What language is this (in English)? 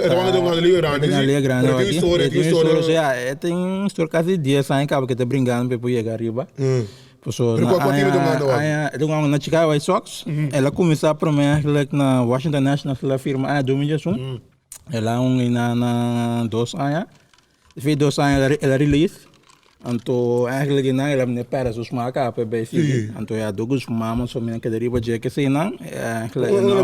Papiamento